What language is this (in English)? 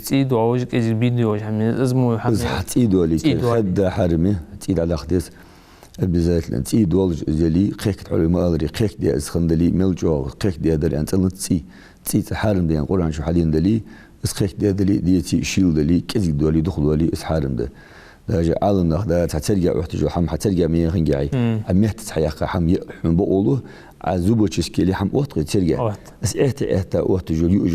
Ingush